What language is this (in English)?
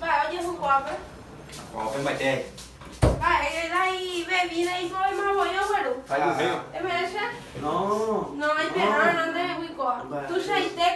Guarani